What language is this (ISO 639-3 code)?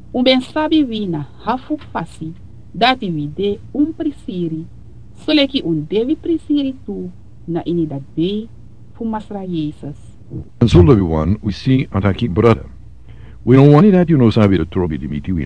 srn